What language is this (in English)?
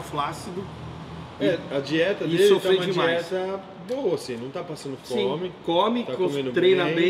Portuguese